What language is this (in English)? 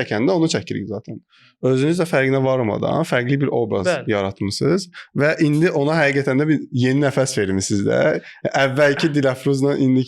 Azerbaijani